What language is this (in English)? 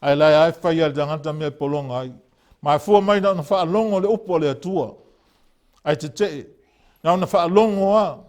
Samoan